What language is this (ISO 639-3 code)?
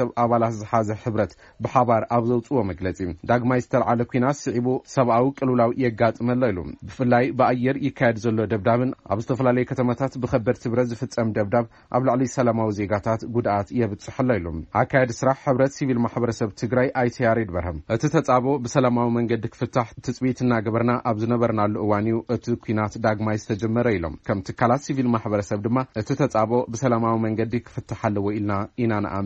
tir